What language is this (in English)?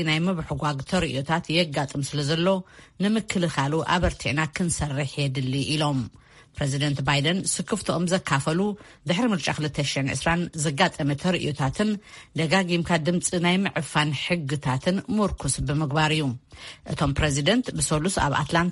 Tigrinya